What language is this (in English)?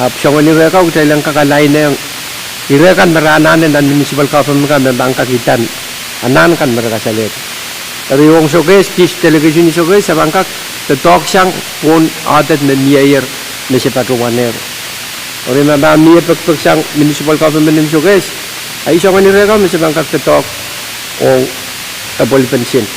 Pohnpeian